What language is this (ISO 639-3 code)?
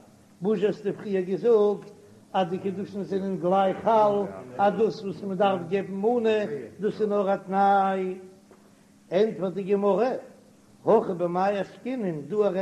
yid